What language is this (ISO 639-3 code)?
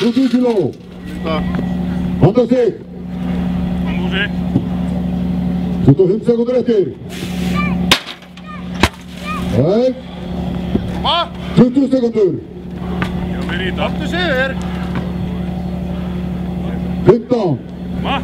isl